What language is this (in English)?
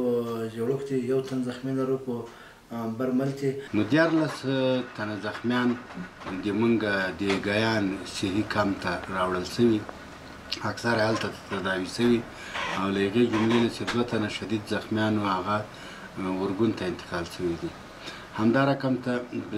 Pashto